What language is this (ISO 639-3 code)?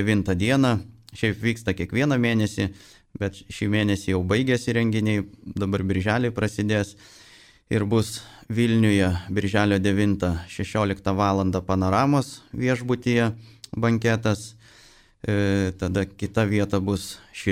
lit